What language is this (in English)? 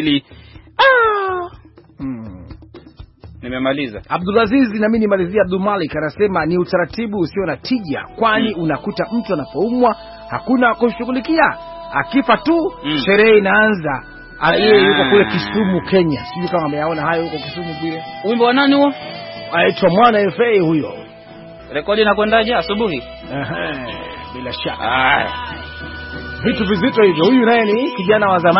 Swahili